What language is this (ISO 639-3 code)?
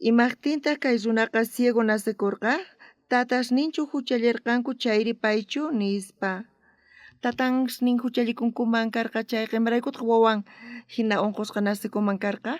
quh